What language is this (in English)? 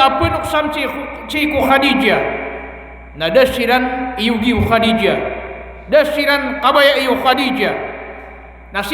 Maranao